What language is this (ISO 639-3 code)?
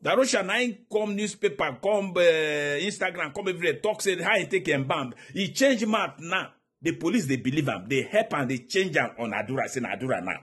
pcm